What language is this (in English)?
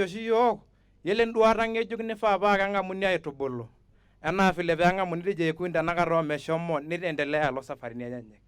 Masai